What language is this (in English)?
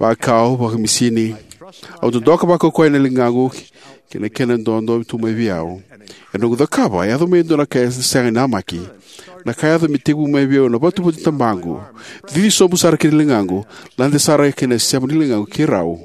Fijian